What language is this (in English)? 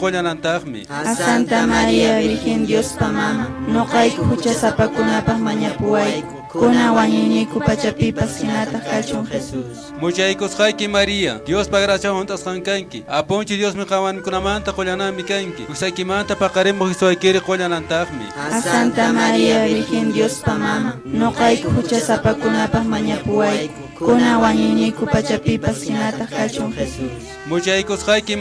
Quechua